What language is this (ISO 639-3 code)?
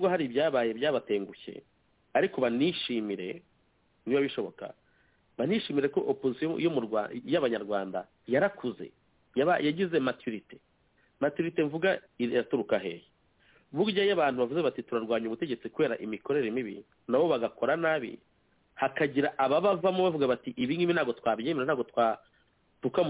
kin